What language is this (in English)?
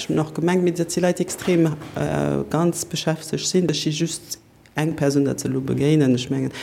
Luxembourgish